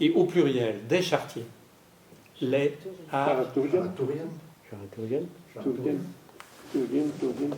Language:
Breton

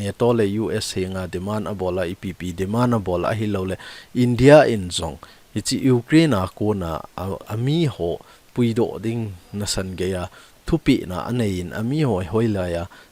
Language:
Thado Chin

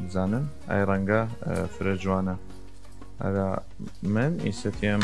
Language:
Southern Kurdish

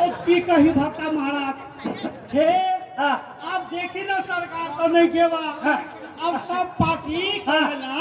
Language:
Maithili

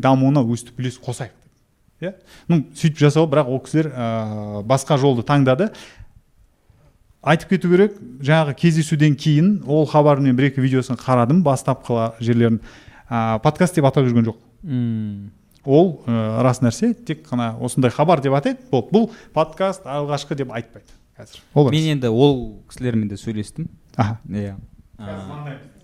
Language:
Kazakh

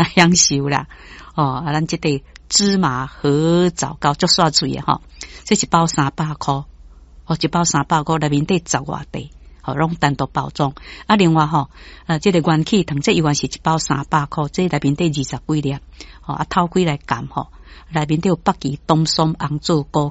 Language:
Min Nan Chinese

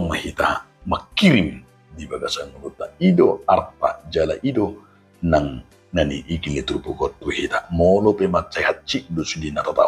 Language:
Batak Toba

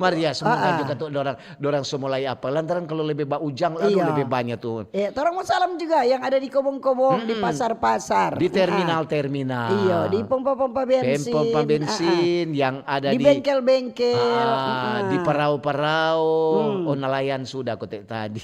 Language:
Manado Malay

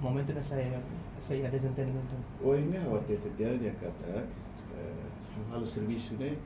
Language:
Tetum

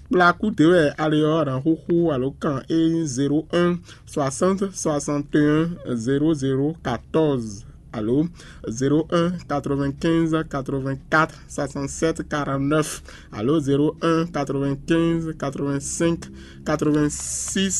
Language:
Fon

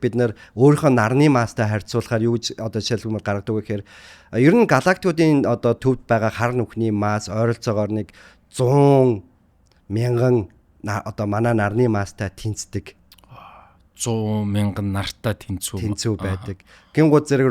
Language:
Mongolian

